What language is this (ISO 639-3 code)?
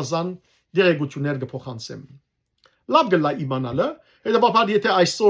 hyw